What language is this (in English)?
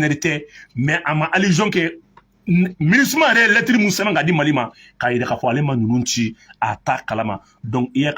Bambara